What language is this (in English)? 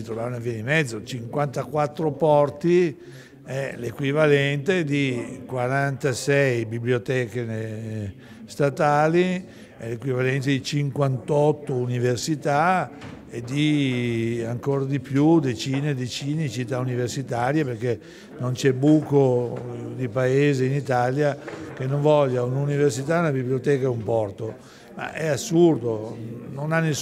Italian